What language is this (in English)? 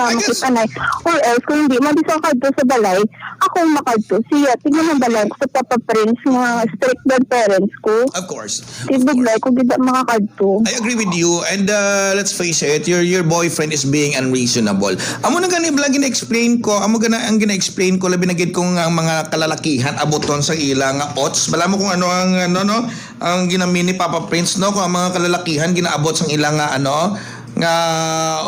Hiligaynon